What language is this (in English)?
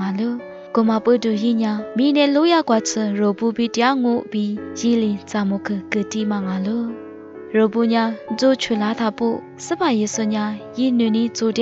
Lisu